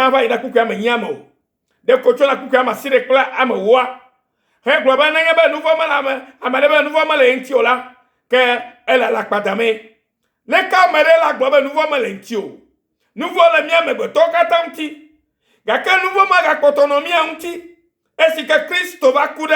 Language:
Ewe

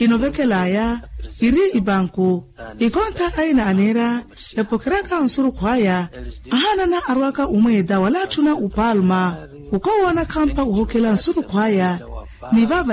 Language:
Makhuwa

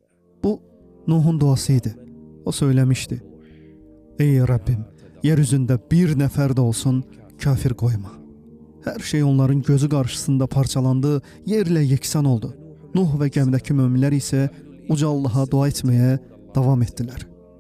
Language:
Azerbaijani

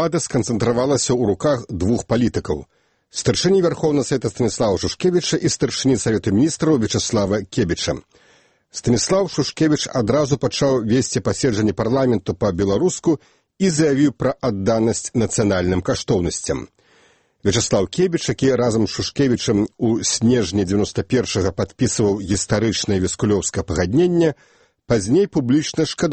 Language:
Belarusian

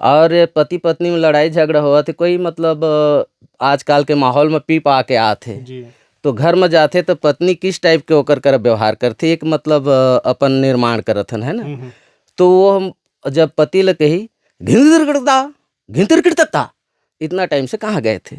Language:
Chhattisgarhi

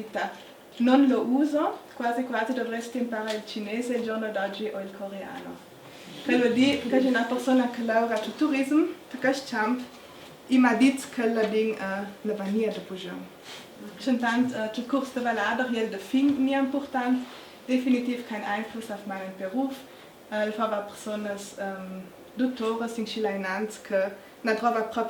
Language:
Ladin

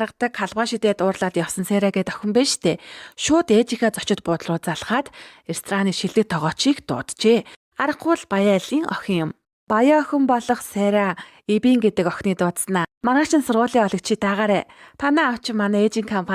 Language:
Mongolian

